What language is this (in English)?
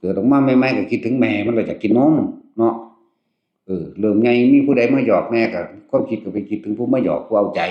Northeastern Thai